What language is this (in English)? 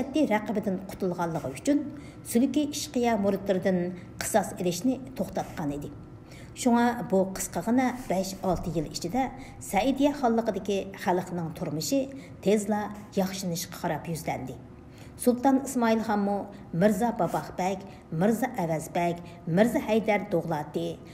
Uyghur